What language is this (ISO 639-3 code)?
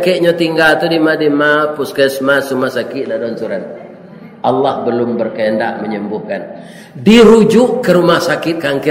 min